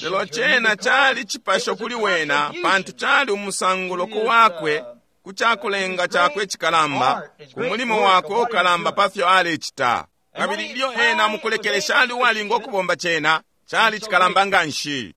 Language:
Bemba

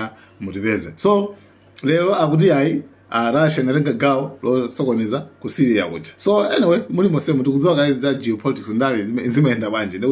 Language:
Nyanja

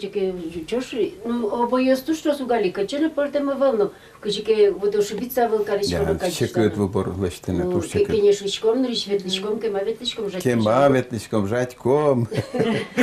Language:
Udmurt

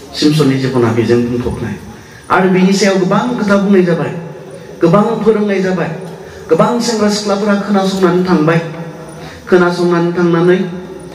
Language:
Bodo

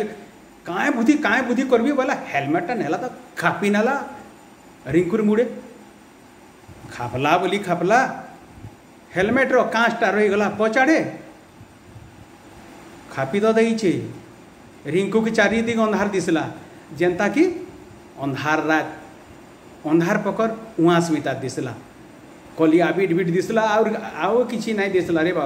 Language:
Sambalpuri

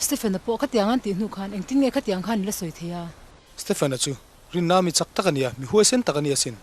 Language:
Mizo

